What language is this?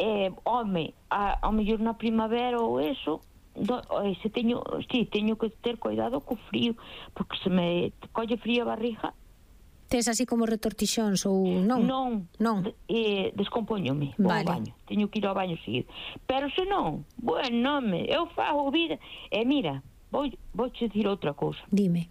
Galician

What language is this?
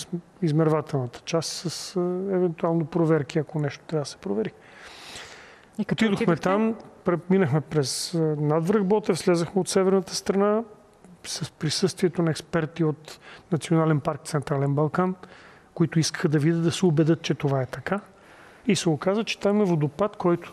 Bulgarian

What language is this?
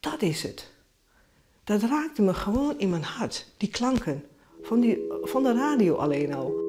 Western Frisian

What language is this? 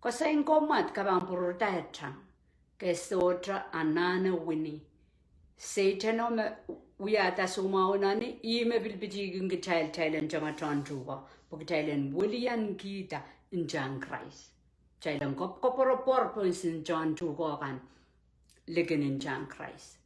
Pohnpeian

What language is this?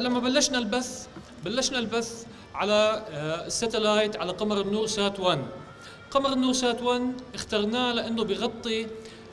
North Levantine Arabic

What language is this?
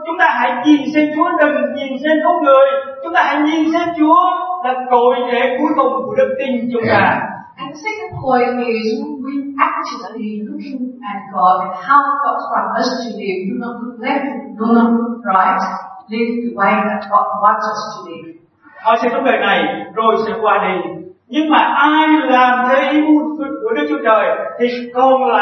Vietnamese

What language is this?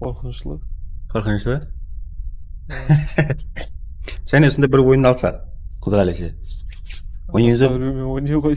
Kara-Kalpak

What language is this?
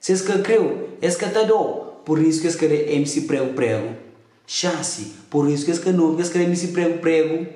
Kabuverdianu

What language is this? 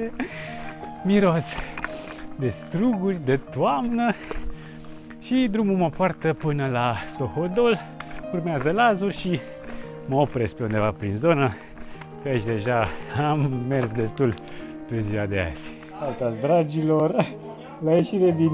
Romanian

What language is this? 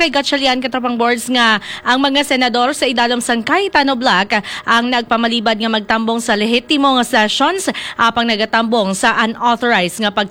Hiligaynon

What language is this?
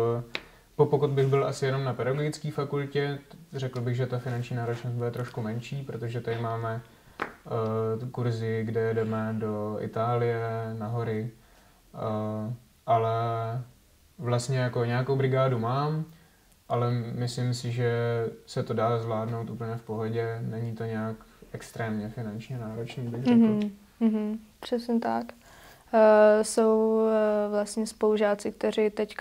Czech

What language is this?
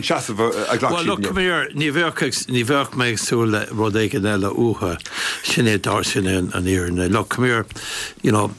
Irish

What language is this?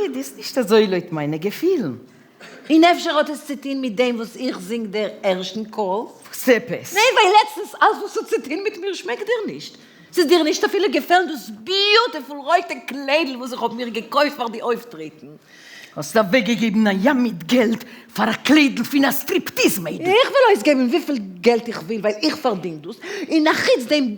Yiddish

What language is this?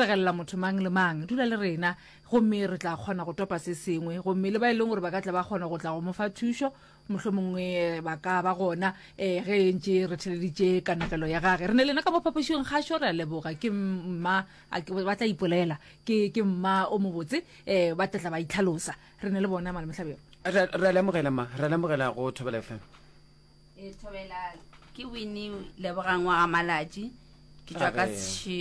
Northern Sotho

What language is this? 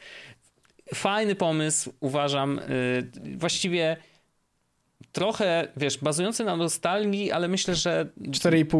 Polish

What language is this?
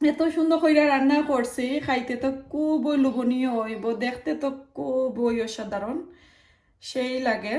Sylheti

